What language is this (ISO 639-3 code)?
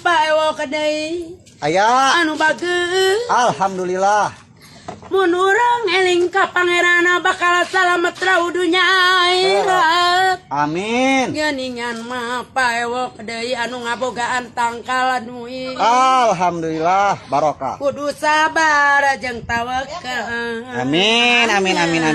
sun